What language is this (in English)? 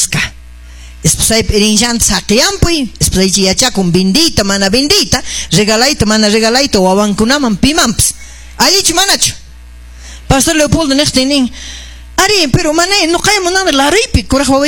Ayacucho Quechua